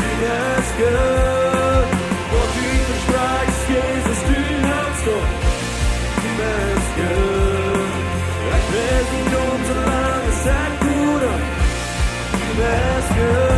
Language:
Plautdietsch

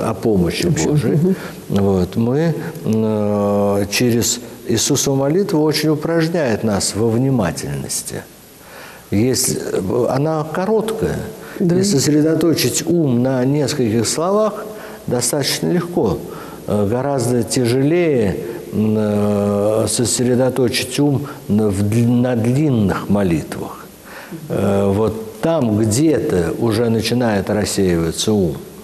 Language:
Russian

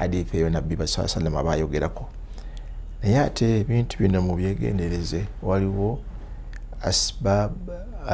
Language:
Ganda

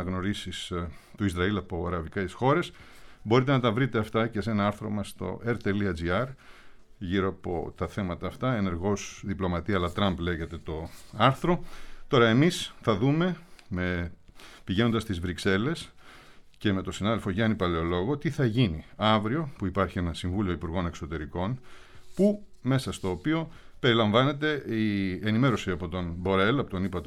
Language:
Greek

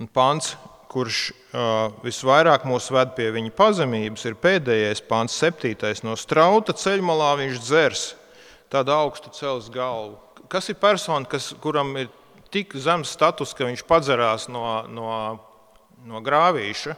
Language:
Latvian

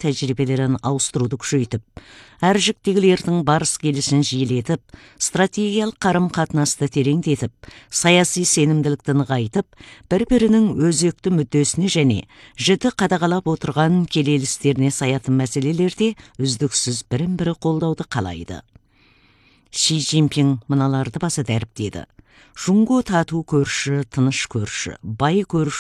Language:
Kazakh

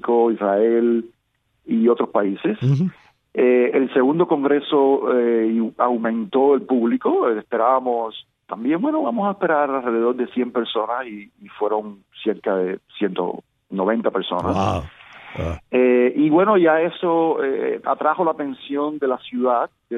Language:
Spanish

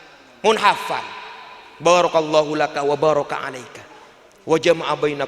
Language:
Madurese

